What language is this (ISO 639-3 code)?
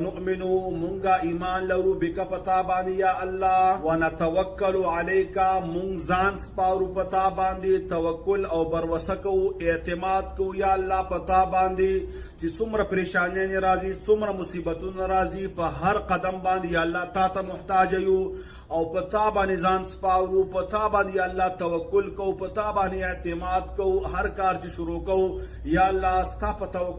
pus